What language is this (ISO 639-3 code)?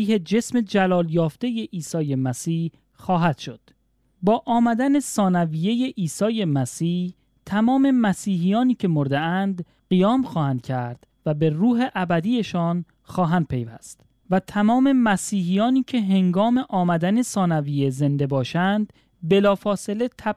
fas